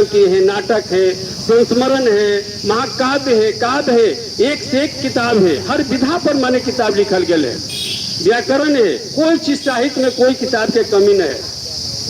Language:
Magahi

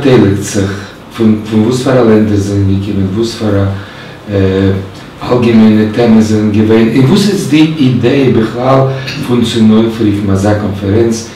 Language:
Yiddish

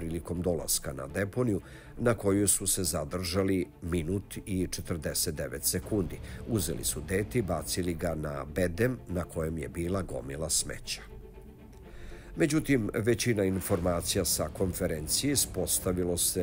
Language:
Serbian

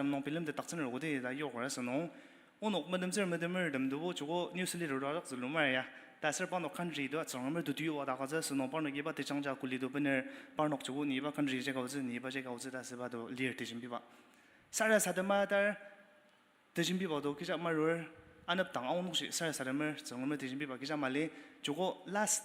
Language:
Ao Naga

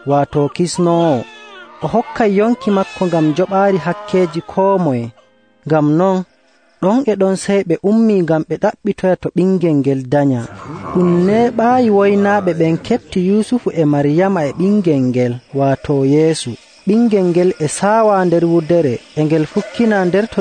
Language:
Nigerian Fulfulde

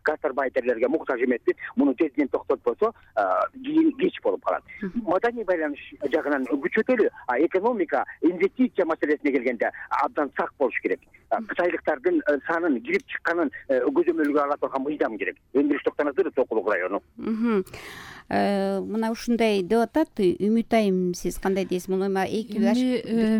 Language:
Kyrgyz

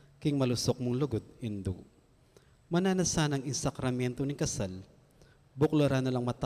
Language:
Pampanga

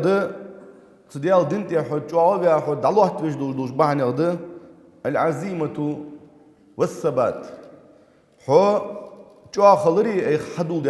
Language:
Ingush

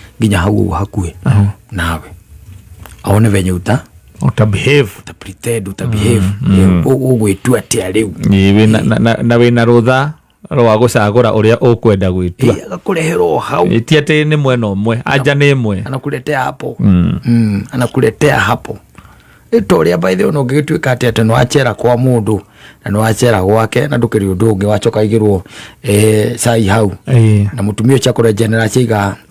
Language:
Kikuyu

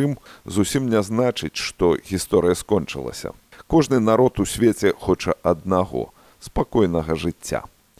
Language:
Belarusian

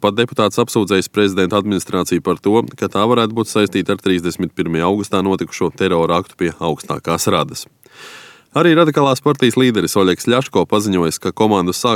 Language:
Latvian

